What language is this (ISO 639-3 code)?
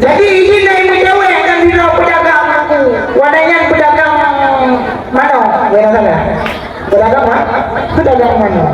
ace